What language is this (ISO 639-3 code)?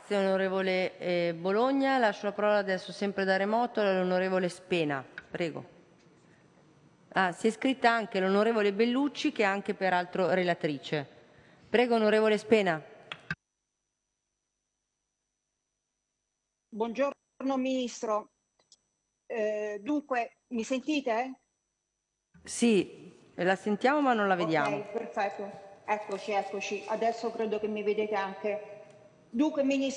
ita